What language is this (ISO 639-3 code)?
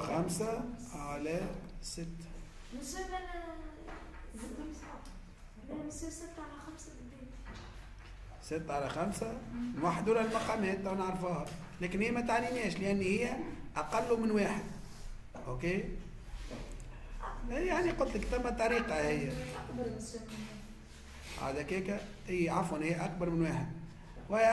aeb